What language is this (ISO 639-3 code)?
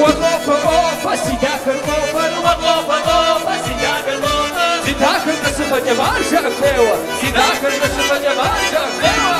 kbd